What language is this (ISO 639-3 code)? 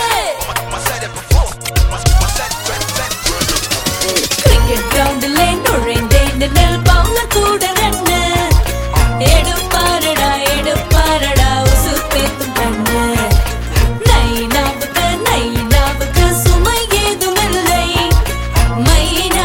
tam